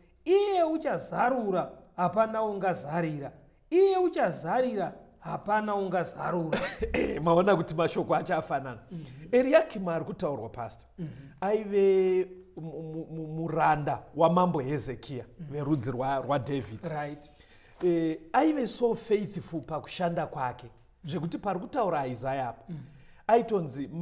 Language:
Shona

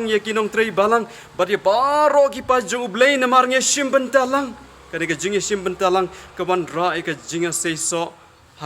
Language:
Khasi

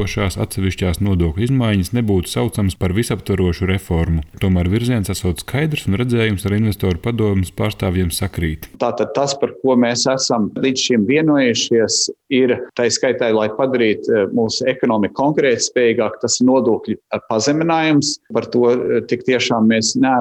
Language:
Latvian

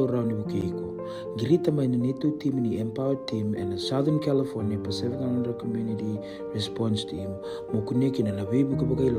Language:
Fijian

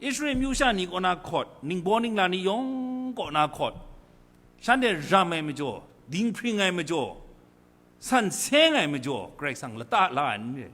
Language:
Kachin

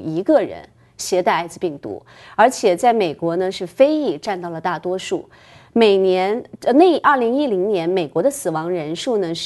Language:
Chinese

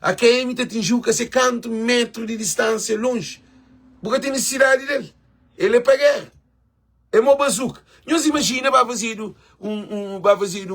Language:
Kabuverdianu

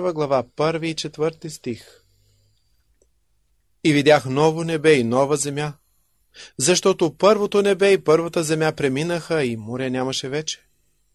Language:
Bulgarian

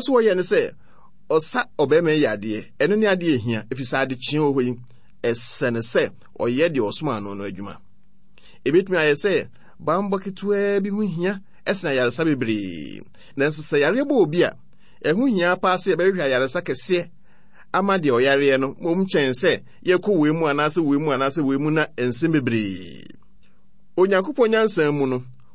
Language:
Akan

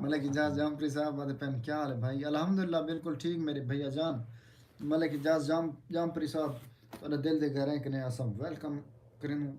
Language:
Saraiki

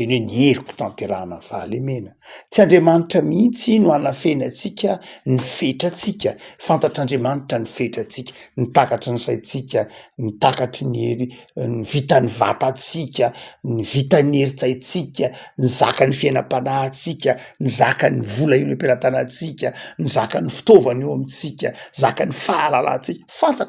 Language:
Malagasy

